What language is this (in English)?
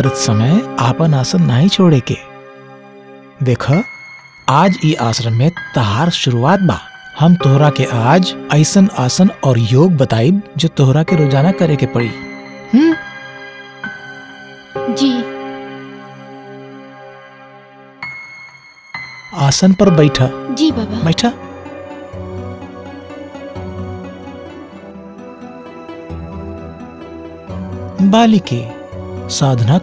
Bhojpuri